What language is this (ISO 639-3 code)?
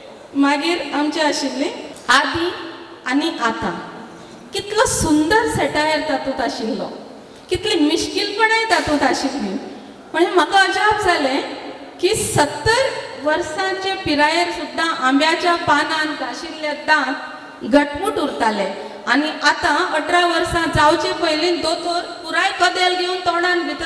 kok